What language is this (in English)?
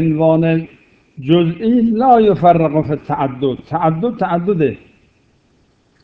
Persian